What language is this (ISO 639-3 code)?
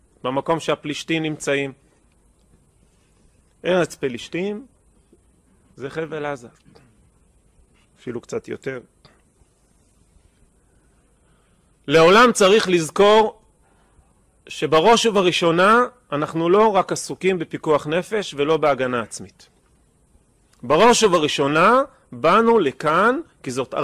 heb